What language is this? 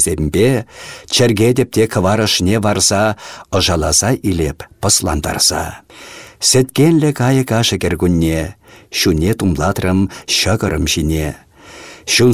Chuvash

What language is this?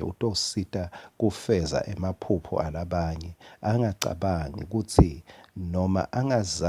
Swati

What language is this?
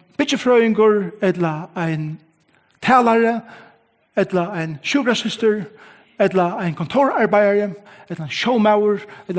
Faroese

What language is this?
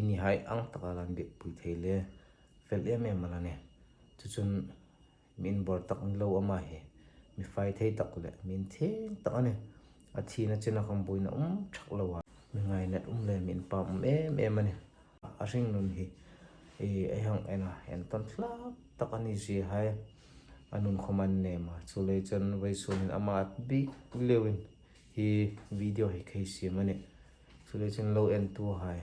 Hmar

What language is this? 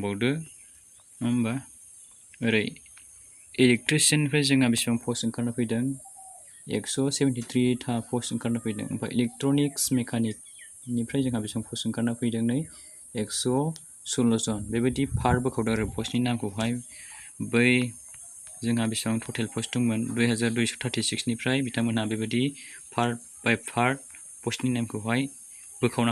Bodo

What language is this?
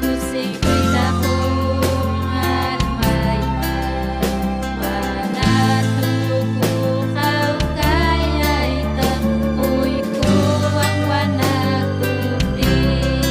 Ayacucho Quechua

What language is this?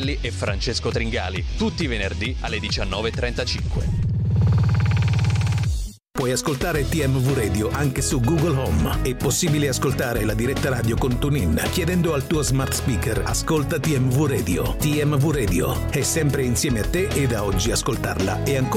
Italian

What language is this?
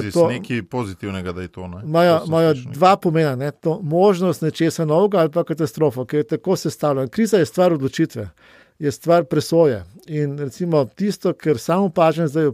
Slovenian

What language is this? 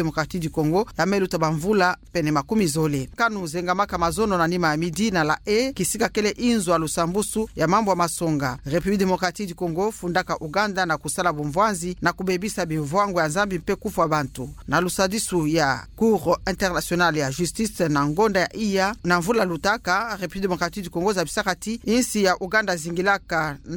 Kituba (Democratic Republic of Congo)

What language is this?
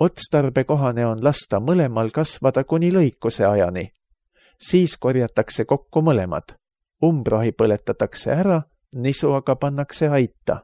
Estonian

